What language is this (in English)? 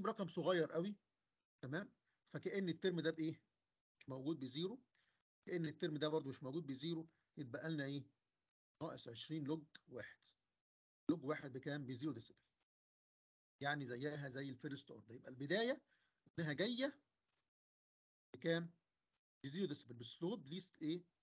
Egyptian Arabic